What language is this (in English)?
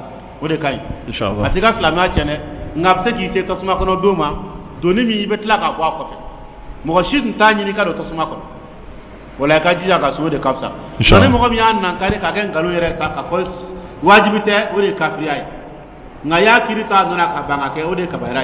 Dyula